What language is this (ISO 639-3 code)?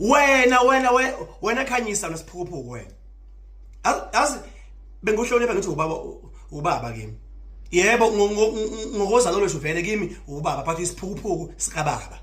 zul